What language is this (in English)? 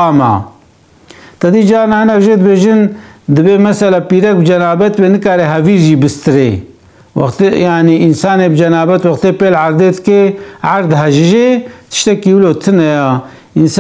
Kurdish